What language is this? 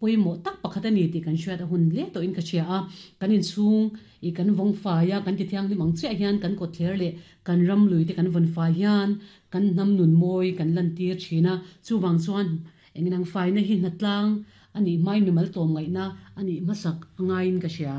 Mizo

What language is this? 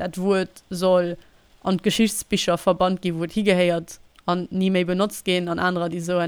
Luxembourgish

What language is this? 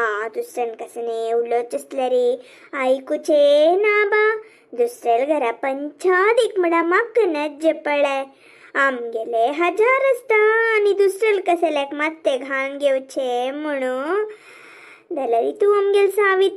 Konkani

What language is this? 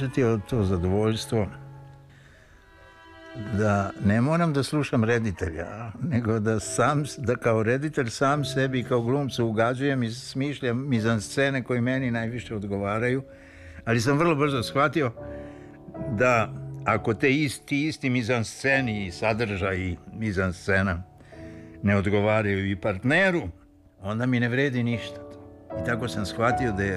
Serbian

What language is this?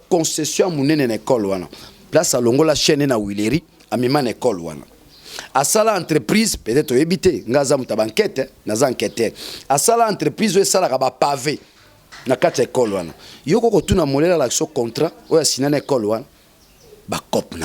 Lingala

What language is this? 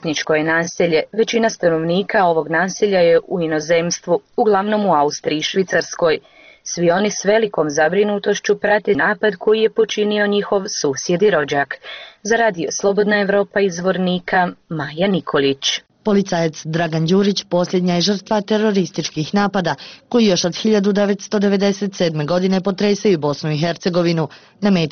Bosnian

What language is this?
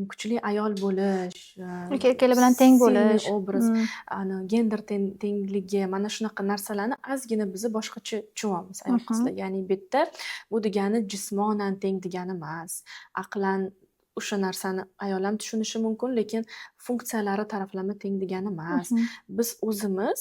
Uzbek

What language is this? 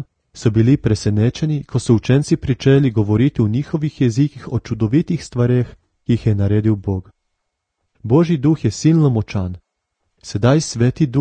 Slovenian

